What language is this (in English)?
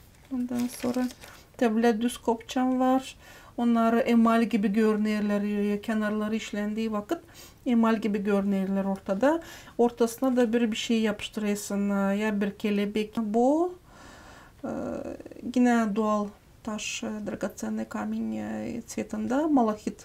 Gagauz